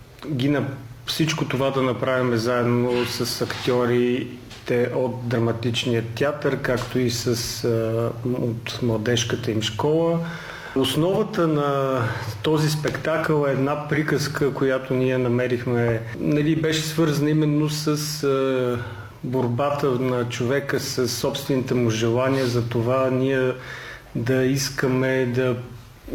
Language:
Bulgarian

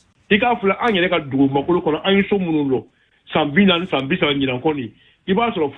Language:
Bambara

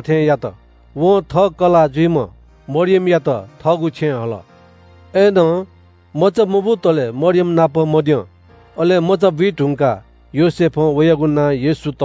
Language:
Newari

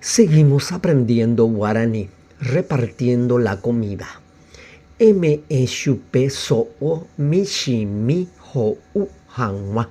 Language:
Guarani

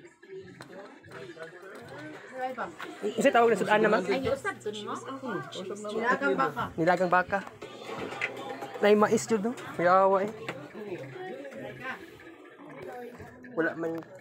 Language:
Cebuano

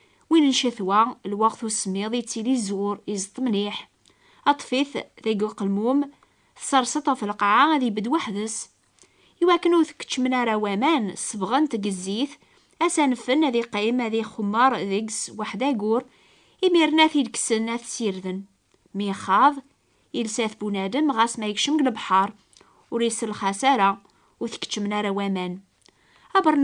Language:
Kabyle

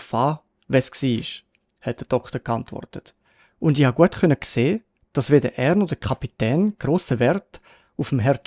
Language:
Swiss German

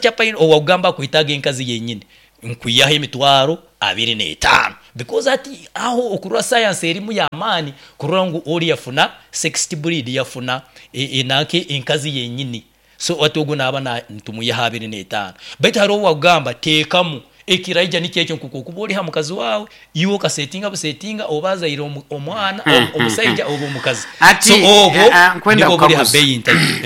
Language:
Nyoro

